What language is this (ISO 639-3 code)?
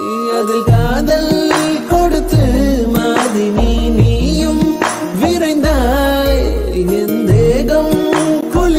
tam